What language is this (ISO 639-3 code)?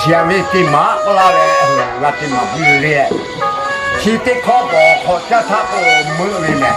lhu